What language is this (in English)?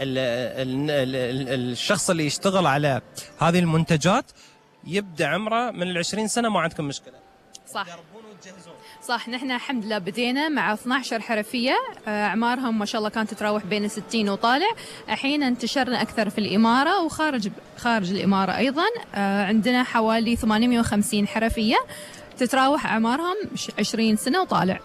Gulf Arabic